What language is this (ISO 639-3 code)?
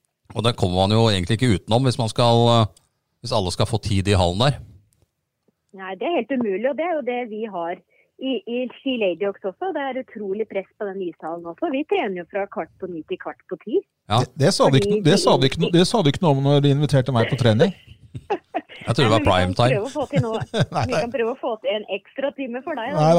nor